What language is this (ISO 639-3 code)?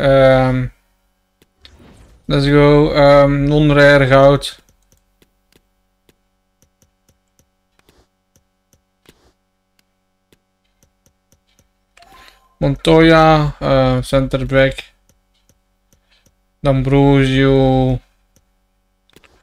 nld